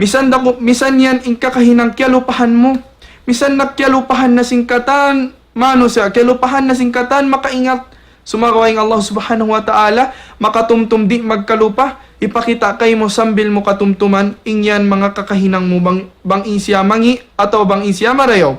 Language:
Tausug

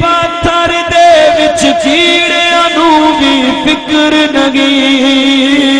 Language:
Saraiki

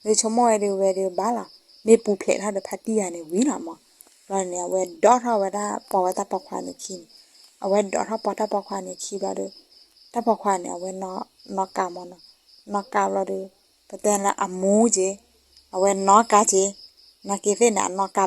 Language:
S'gaw Karen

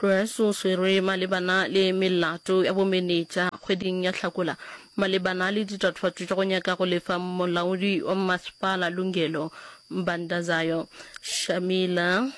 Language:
Northern Sotho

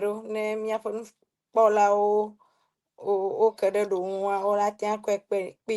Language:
Ewe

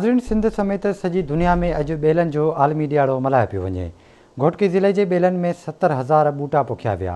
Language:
Sindhi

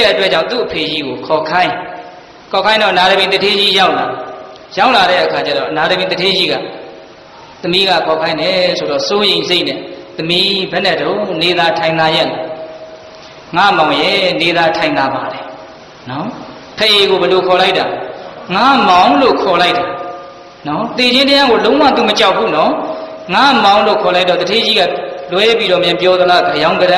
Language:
Burmese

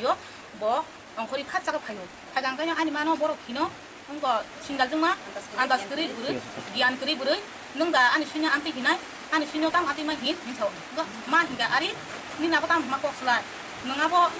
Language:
Kok Borok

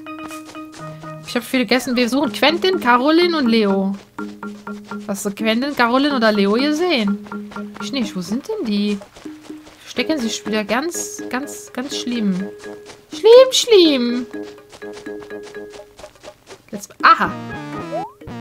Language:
German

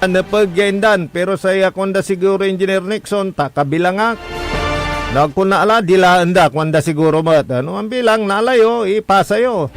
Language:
Pangasinan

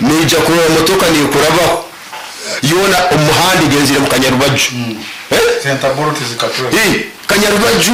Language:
Nyoro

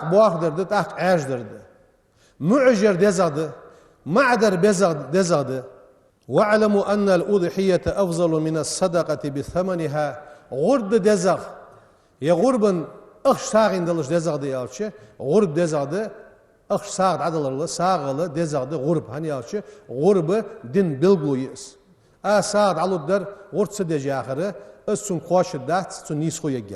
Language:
Ingush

